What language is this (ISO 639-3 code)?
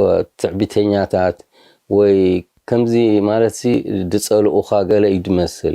tir